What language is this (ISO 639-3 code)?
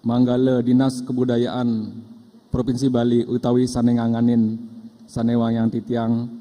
ban